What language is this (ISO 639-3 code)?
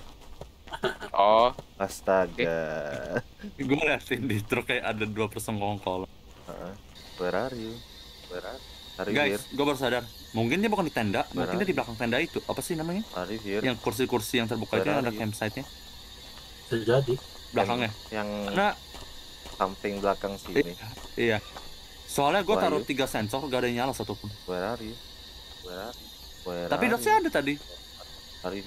ind